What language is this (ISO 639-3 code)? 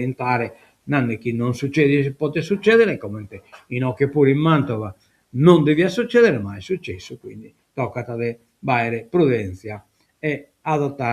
srd